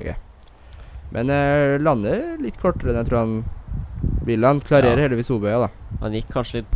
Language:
Norwegian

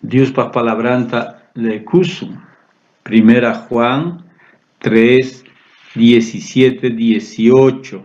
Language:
South Bolivian Quechua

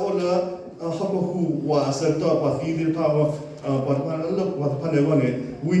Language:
S'gaw Karen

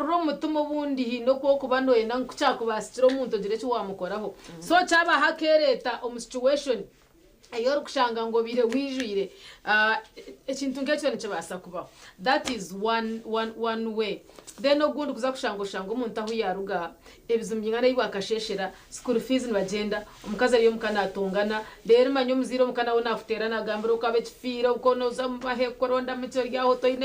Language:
Nyankole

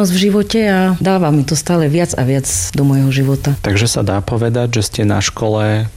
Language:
Slovak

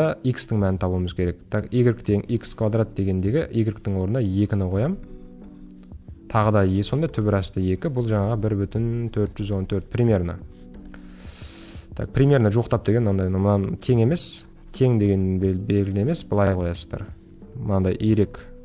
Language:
Kazakh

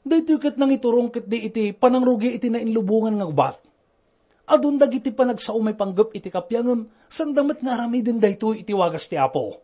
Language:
Iloko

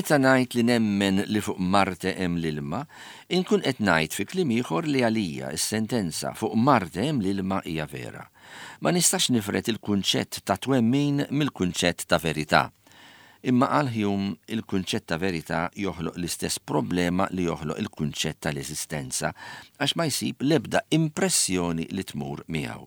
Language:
Maltese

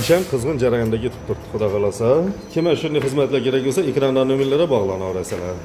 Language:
Uzbek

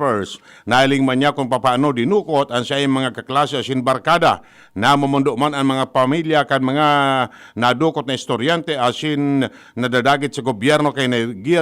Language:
Bikol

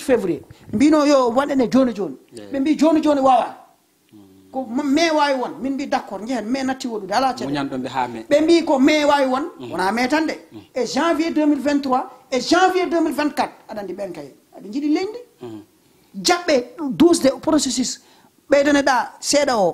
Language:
Fula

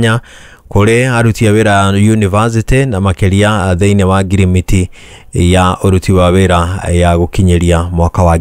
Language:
Kikuyu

